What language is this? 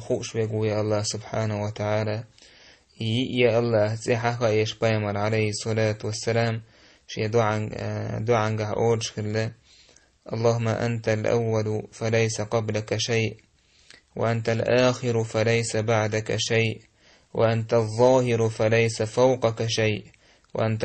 Chechen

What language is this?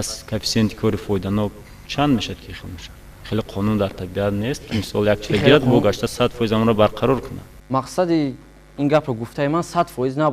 Tajik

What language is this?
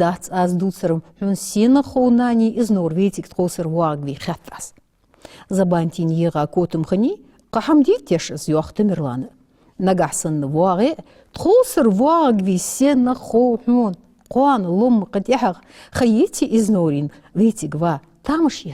Ingush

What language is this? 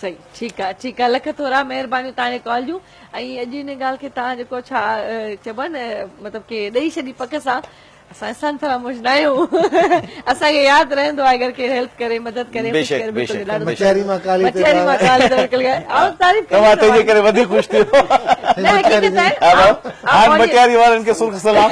Sindhi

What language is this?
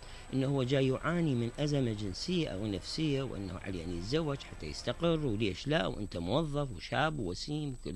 Mesopotamian Arabic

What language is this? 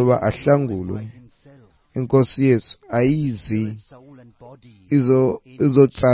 Xhosa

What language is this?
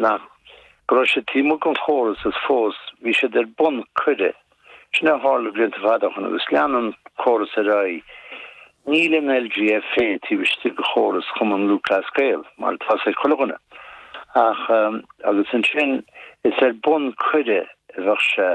Irish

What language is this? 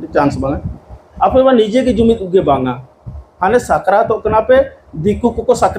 Santali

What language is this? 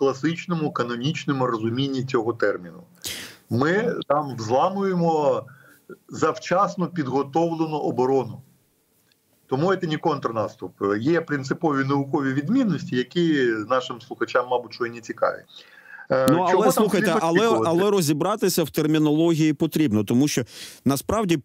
Ukrainian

